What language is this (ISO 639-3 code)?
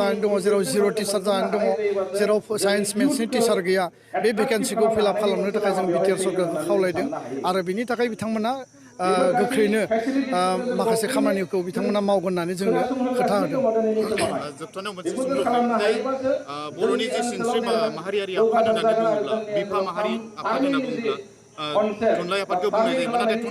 brx